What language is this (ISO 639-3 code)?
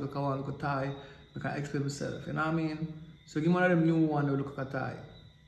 jam